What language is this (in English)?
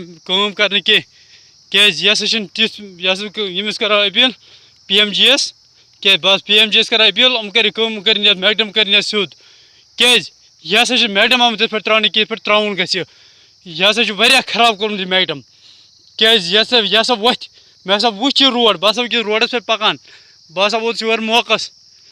Kashmiri